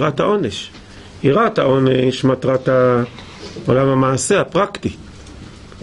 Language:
Hebrew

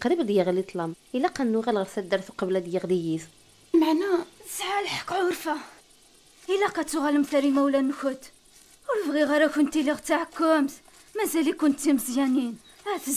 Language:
Kabyle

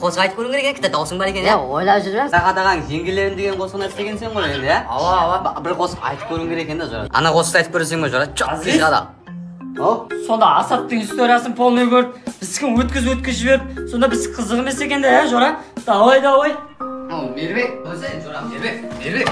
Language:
Kara-Kalpak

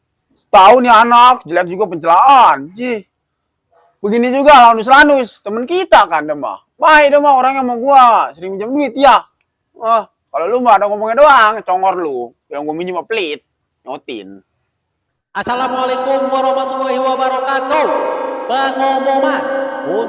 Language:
Betawi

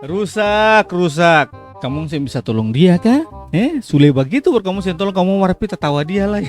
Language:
Ambonese Malay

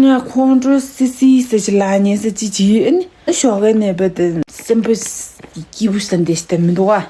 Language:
Tibetan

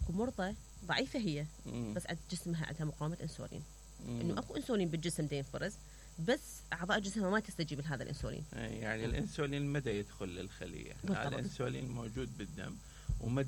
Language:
Mesopotamian Arabic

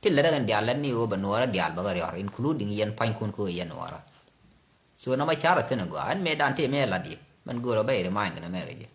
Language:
Nuer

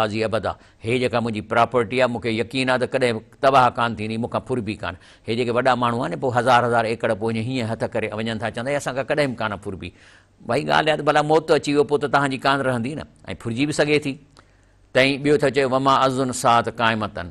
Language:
Sindhi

